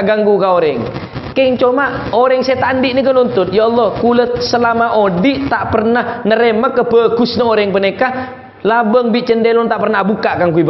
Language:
Madurese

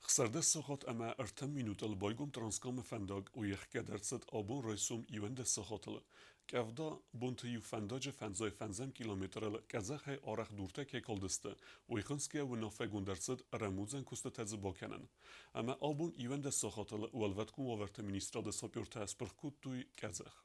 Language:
Ossetic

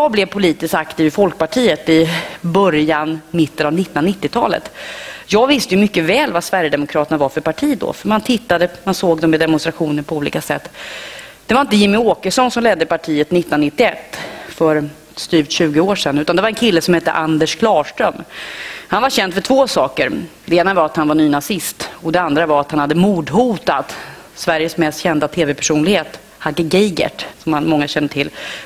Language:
Swedish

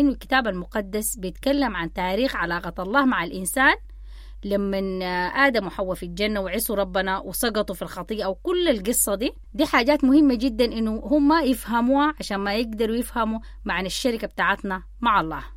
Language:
Sudanese Arabic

